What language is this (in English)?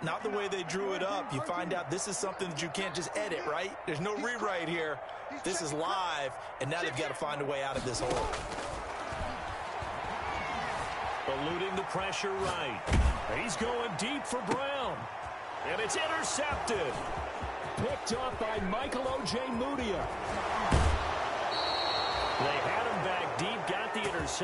English